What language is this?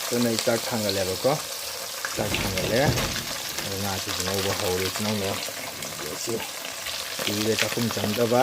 Manipuri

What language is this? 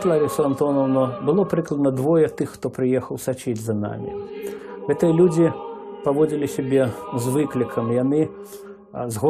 Belarusian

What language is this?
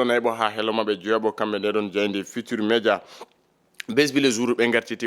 Fula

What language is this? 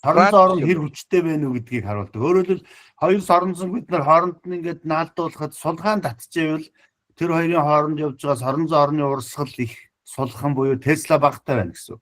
Mongolian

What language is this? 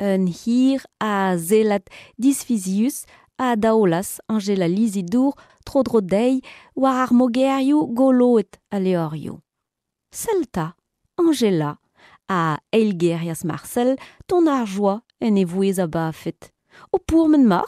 Breton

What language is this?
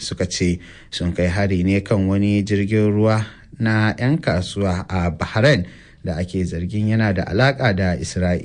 Hausa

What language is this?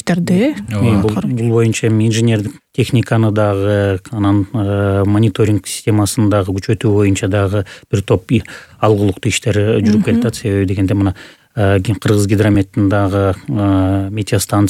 Kyrgyz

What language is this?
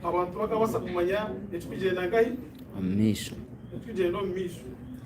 Nyankole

